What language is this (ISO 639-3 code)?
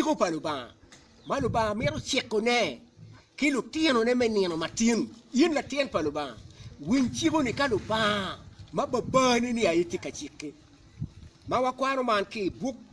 ach